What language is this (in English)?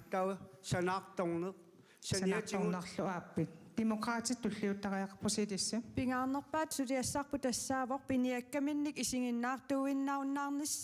Kalaallisut